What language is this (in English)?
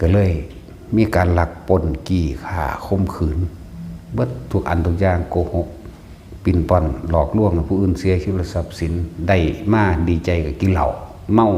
Northeastern Thai